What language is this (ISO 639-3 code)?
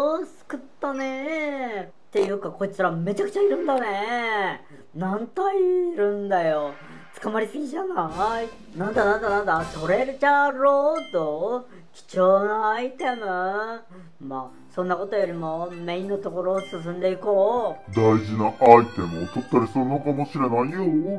jpn